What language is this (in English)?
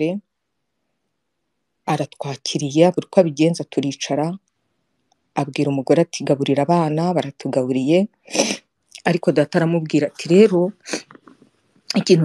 Kinyarwanda